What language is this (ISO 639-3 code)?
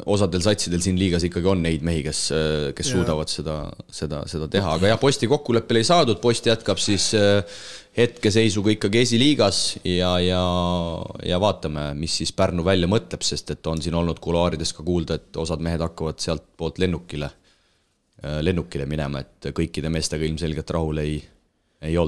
est